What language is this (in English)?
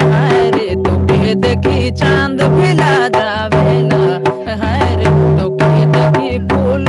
Sadri